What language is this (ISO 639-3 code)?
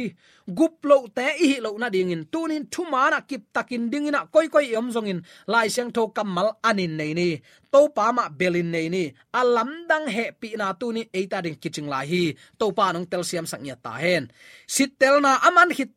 ctd